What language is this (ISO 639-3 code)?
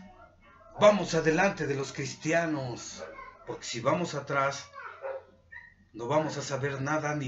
spa